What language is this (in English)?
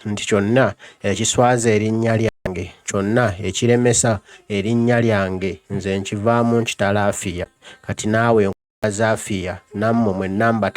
Ganda